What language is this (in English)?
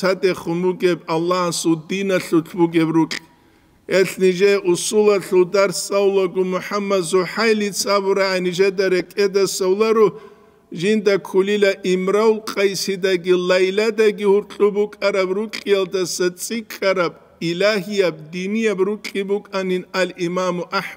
Avaric